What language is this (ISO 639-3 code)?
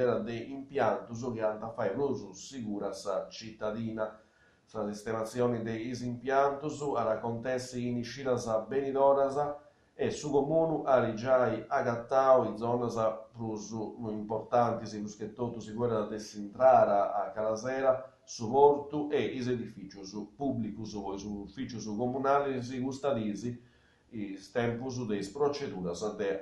srd